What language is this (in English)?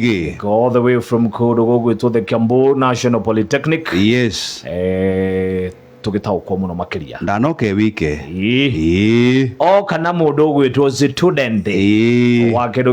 Kikuyu